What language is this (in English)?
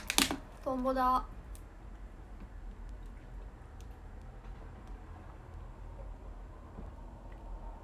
Japanese